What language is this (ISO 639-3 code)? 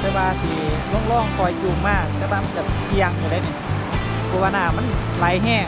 lao